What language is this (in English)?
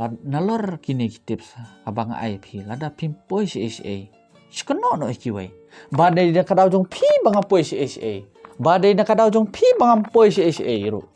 Khasi